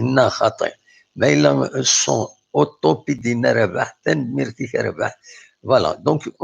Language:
Kabyle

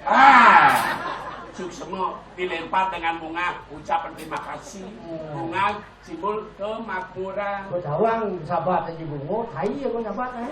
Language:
Balinese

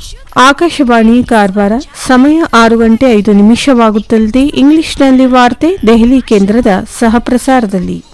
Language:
Kannada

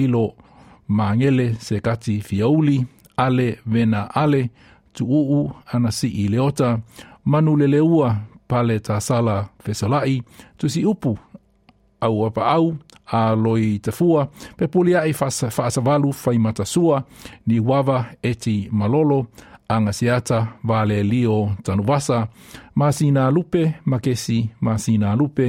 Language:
Samoan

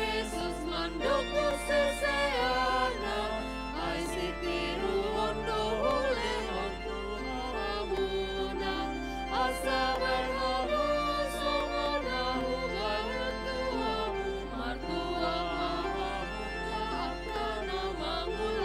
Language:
Batak Toba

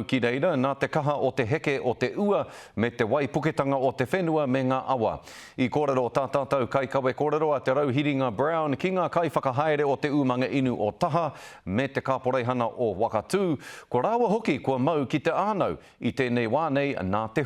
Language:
Māori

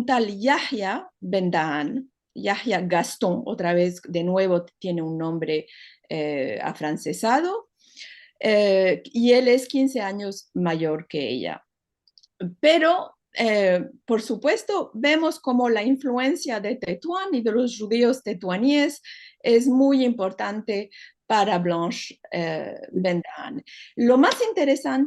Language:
Ladino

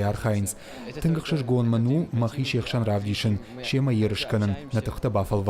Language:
Ossetic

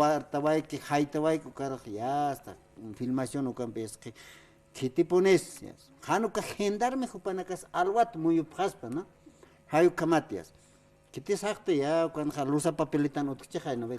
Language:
Aymara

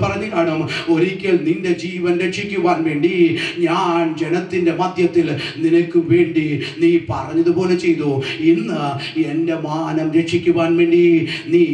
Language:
Malayalam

